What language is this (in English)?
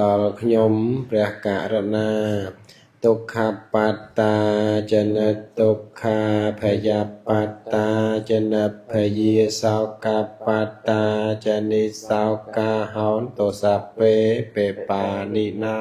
Khmer